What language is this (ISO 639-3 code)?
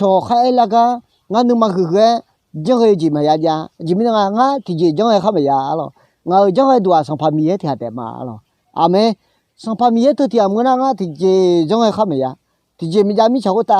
ahk